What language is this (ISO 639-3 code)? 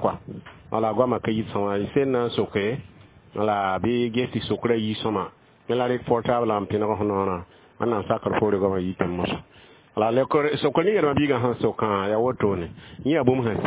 mos